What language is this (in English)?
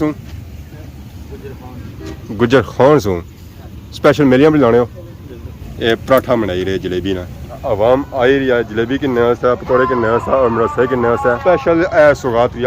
Pahari-Potwari